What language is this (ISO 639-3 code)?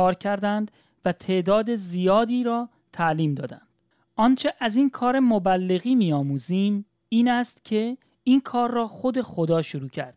fas